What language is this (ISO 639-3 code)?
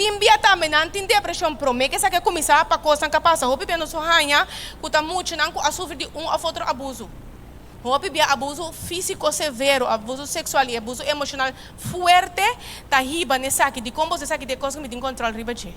pap